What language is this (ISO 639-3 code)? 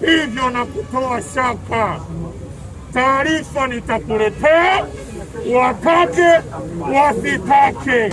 swa